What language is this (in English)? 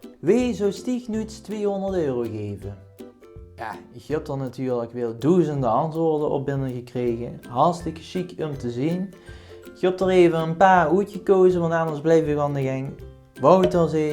Limburgish